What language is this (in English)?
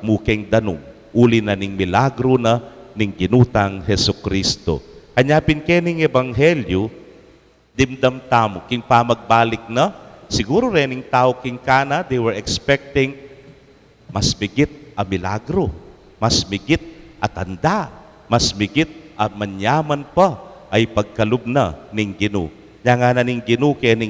Pampanga